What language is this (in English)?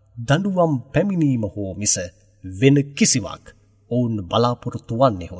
Sinhala